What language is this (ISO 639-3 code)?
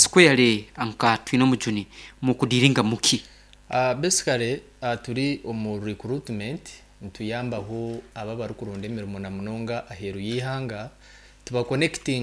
nyn